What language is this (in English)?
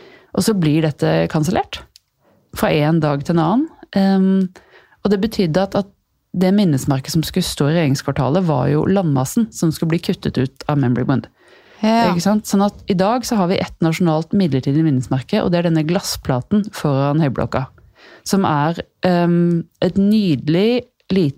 Norwegian